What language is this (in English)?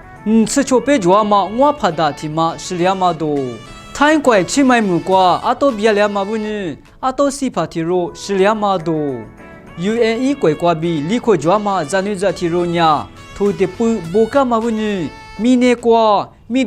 Lisu